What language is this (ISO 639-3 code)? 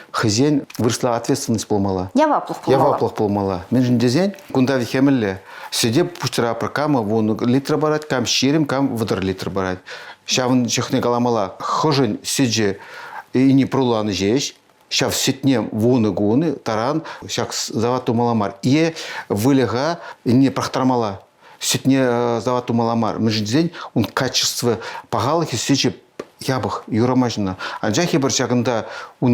chv